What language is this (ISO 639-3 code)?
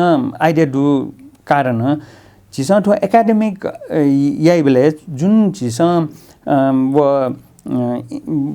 new